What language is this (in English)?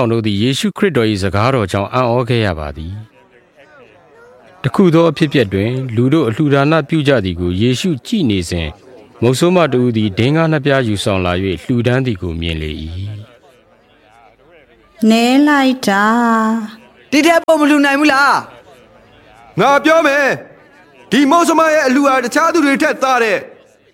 Burmese